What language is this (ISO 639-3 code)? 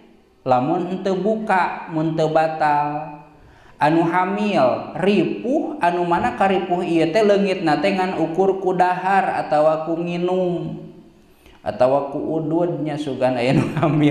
sun